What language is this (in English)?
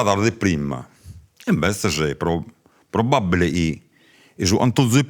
Sardinian